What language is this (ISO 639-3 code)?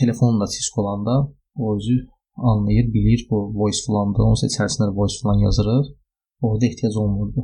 aze